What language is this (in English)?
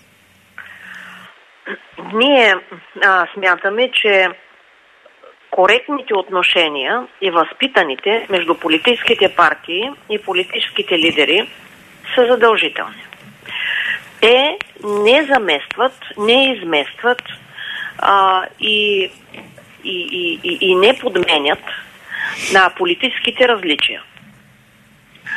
Bulgarian